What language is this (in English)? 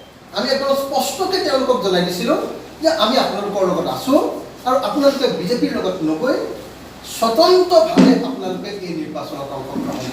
Assamese